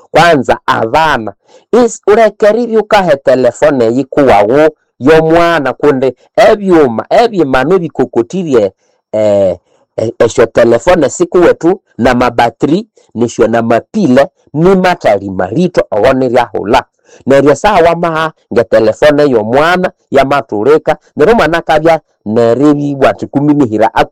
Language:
Nande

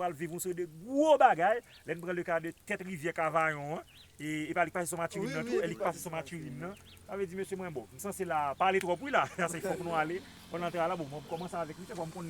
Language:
Haitian Creole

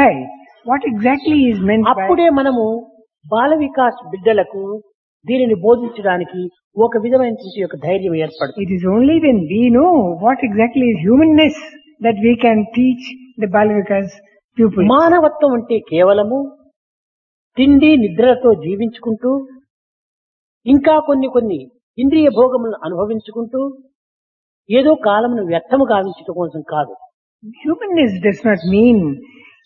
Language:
Telugu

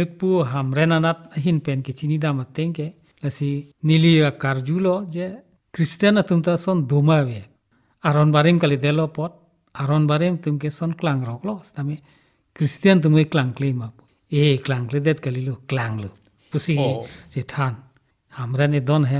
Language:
Karbi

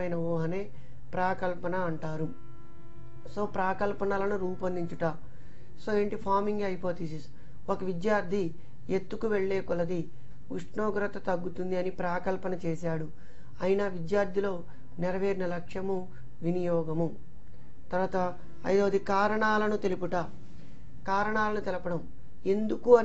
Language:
Telugu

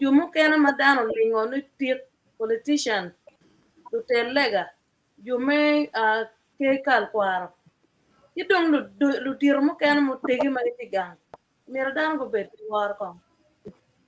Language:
Acoli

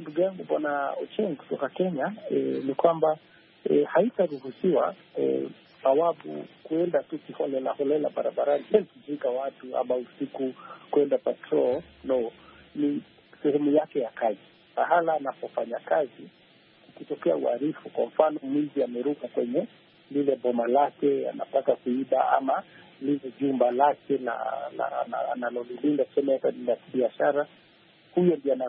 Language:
Swahili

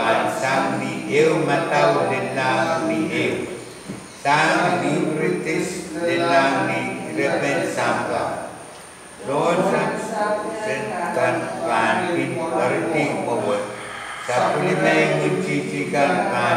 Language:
Pohnpeian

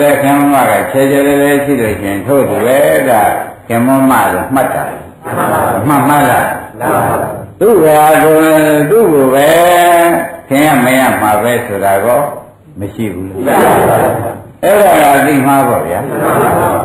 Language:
Burmese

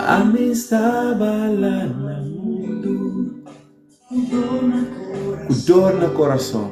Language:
Kabuverdianu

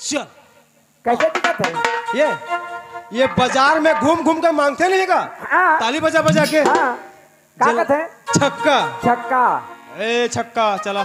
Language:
Chhattisgarhi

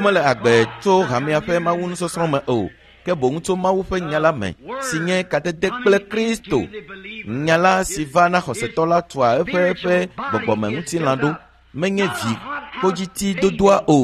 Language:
Ewe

